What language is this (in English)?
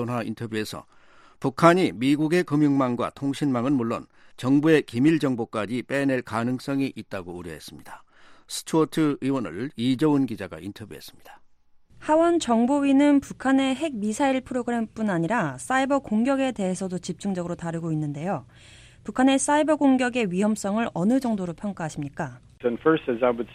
Korean